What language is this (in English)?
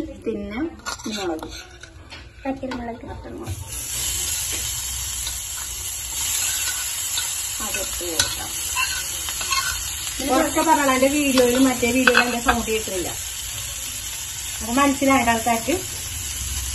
Malayalam